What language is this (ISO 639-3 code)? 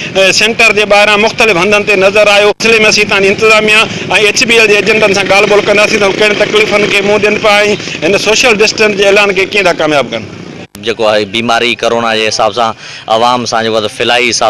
snd